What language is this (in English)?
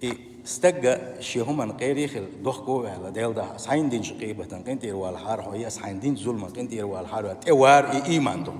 Chechen